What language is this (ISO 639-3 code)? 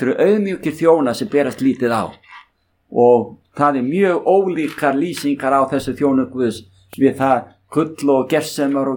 isl